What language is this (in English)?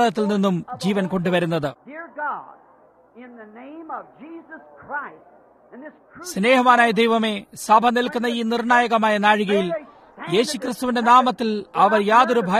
Malayalam